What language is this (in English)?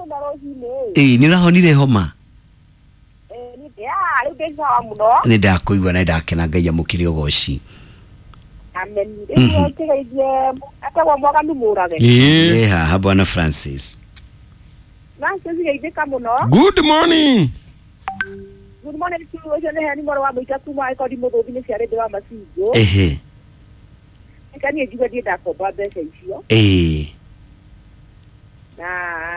Kikuyu